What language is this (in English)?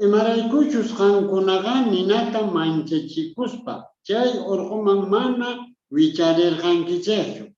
South Bolivian Quechua